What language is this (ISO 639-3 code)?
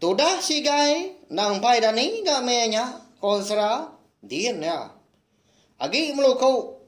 iba